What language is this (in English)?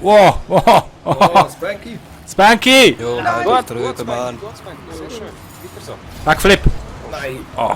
Swiss German